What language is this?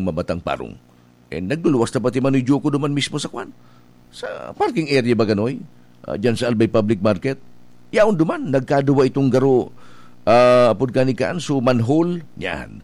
Bikol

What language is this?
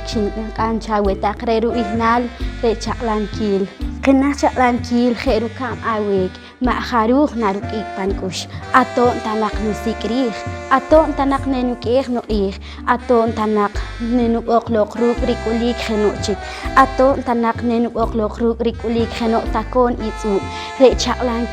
Poqomchi'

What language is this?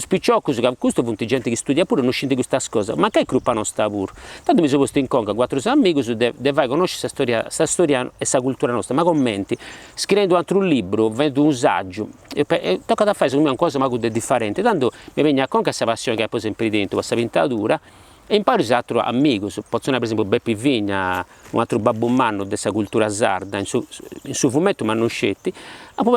Sardinian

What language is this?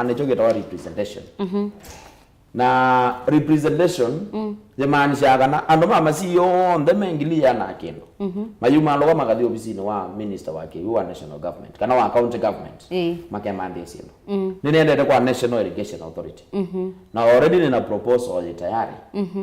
Kamba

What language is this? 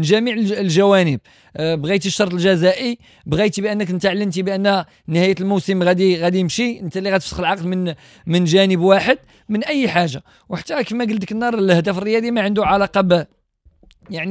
Moroccan Arabic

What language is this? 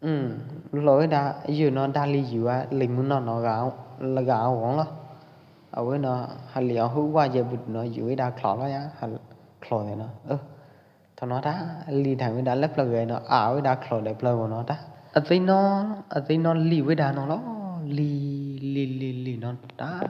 Pwo Eastern Karen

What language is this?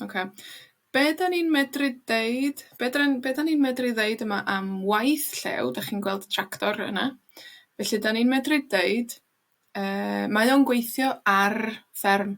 Welsh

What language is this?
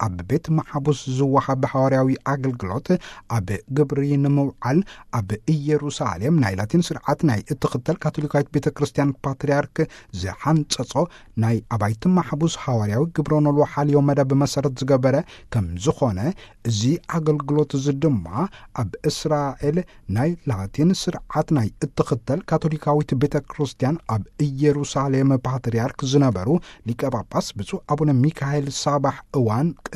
Tigrinya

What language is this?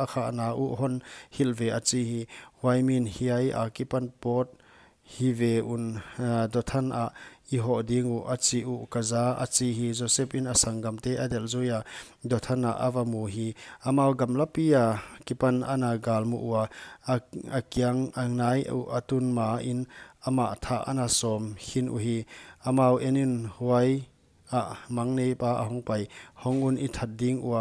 Paite Chin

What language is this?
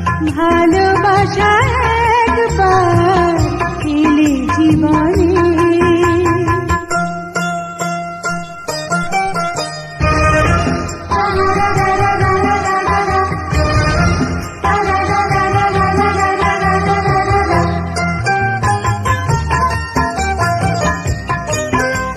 Bangla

